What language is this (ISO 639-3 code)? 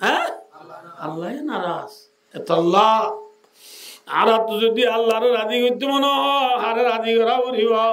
rhg